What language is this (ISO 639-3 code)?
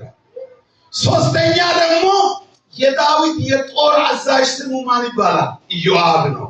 amh